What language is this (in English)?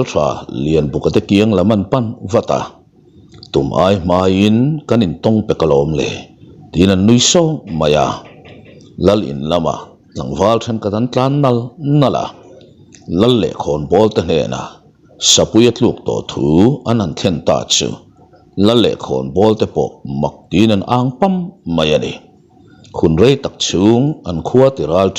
Mizo